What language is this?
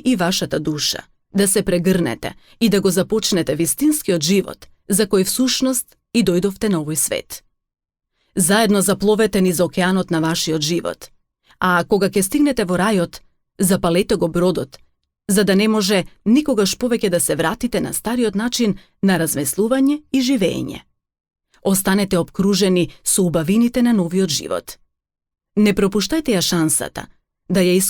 Macedonian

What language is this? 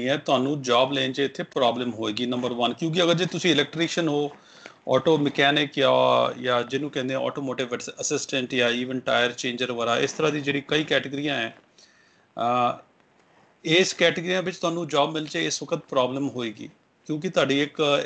Punjabi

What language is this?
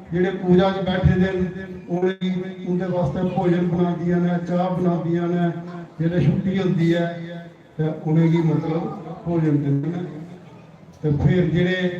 Dogri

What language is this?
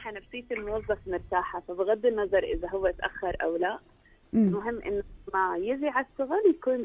North Levantine Arabic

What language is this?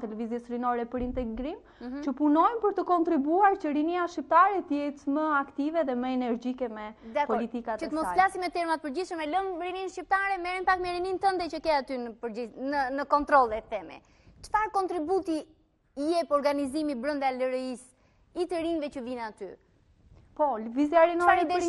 Albanian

